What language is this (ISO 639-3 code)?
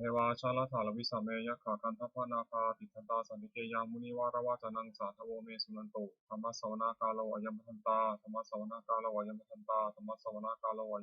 pli